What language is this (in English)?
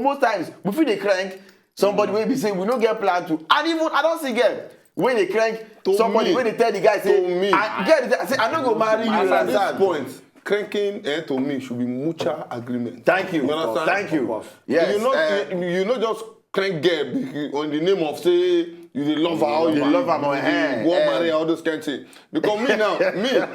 Nigerian Pidgin